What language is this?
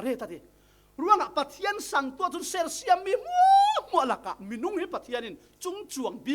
Falam Chin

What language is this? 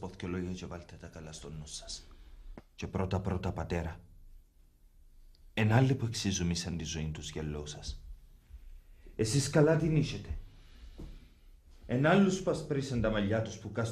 Greek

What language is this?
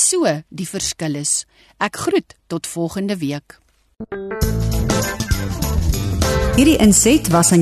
Afrikaans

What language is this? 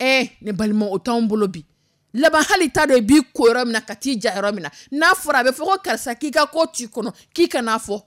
Dyula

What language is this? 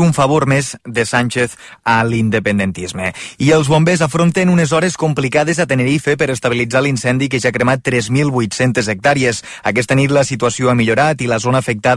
Catalan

